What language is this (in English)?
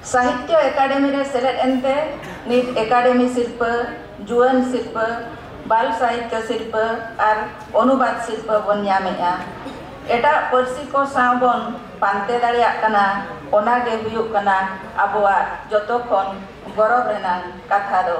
Santali